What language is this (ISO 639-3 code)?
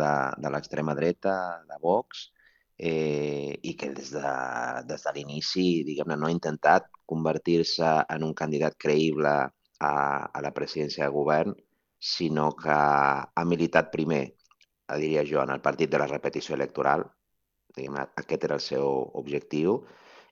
cat